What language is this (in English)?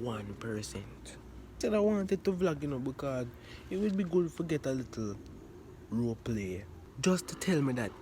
Jamaican Creole English